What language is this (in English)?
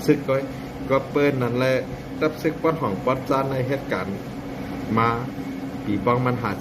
Shan